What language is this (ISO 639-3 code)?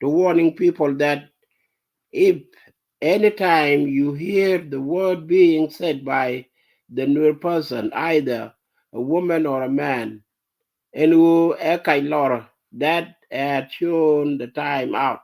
nus